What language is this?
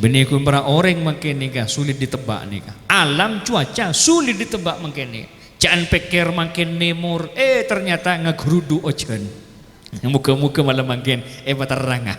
Madurese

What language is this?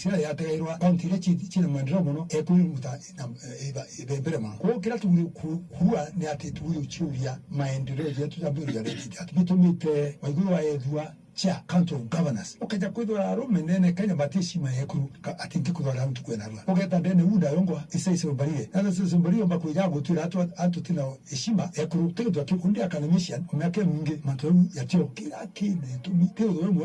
Meru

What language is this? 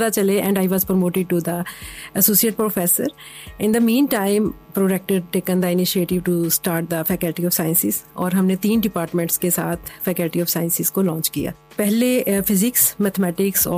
Urdu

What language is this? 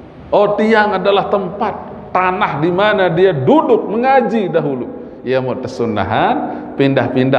Sasak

